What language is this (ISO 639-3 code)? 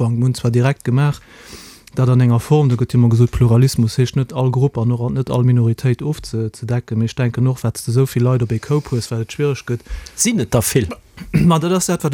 ltz